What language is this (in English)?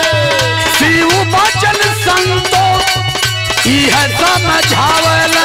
Bhojpuri